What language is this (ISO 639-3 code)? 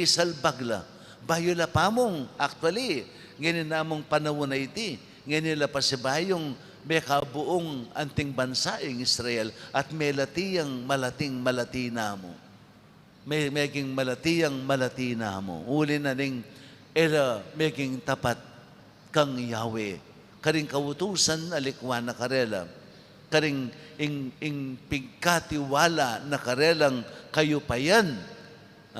pam